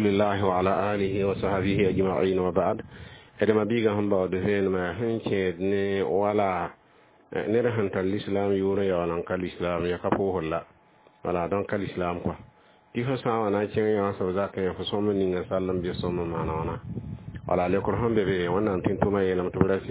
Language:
Mossi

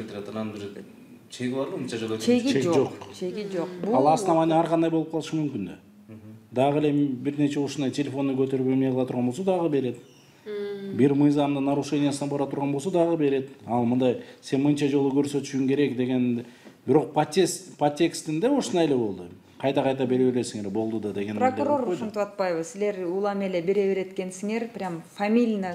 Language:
Kyrgyz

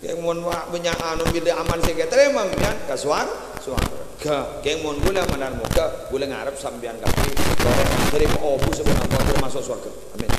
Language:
Madurese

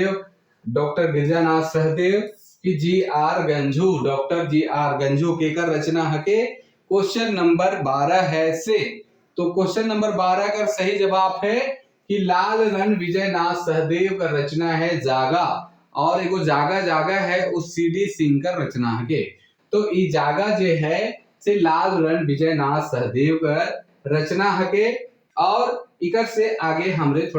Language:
Sadri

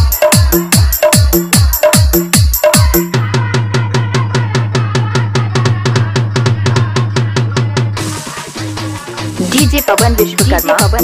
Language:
Bhojpuri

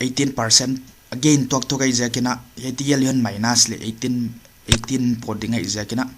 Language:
Paite Chin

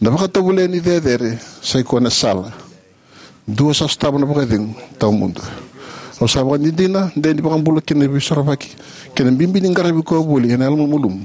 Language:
Fijian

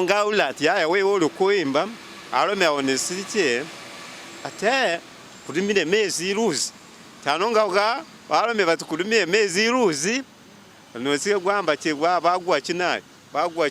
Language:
Masaaba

